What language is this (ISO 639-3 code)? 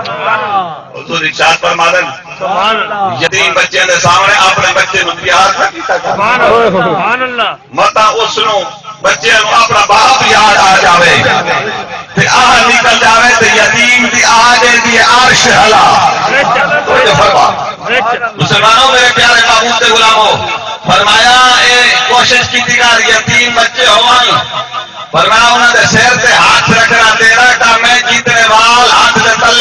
skr